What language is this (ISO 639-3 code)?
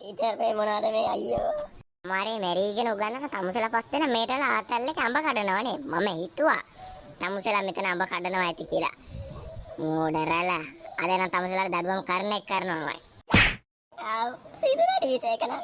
sin